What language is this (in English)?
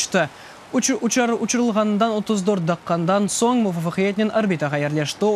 Crimean Tatar